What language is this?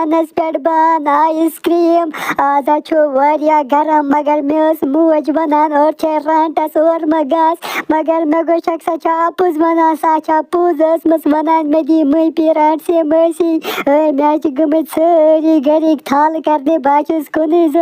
Kashmiri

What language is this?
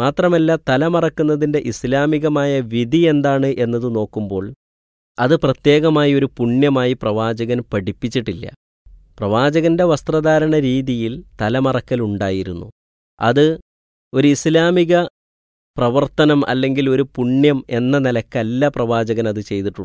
Malayalam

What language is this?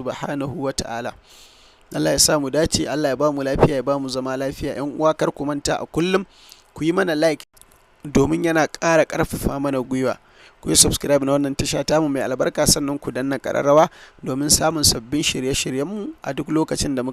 Hausa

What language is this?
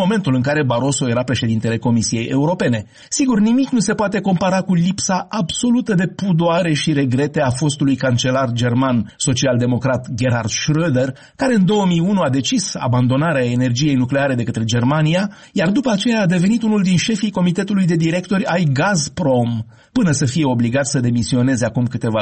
Romanian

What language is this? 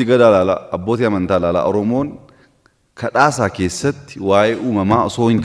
Oromo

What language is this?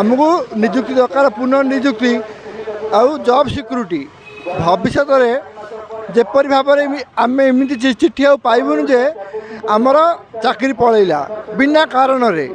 Odia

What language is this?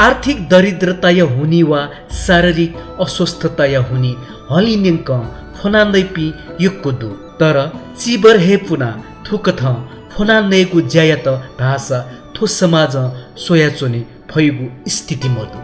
Newari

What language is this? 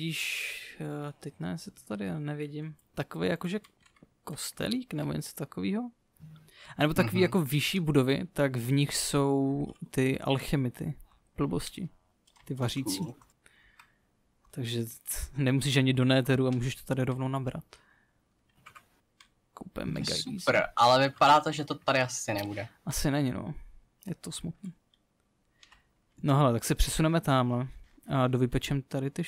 Czech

